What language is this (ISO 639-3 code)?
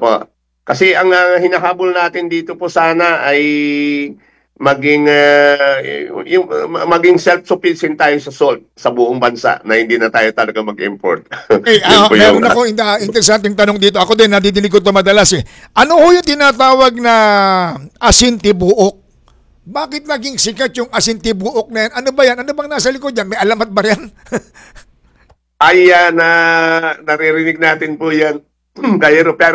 fil